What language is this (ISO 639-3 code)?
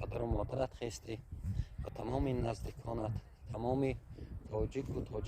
tgk